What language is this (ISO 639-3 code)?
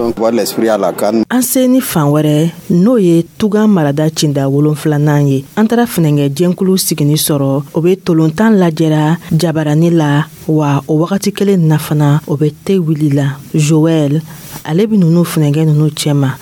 dyu